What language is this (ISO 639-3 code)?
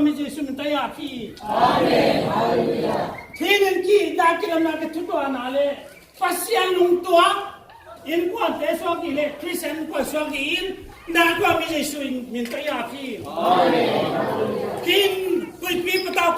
ctd